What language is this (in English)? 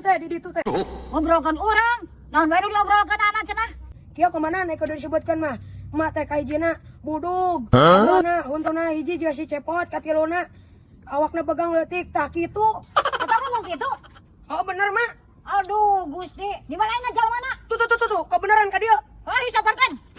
Sundanese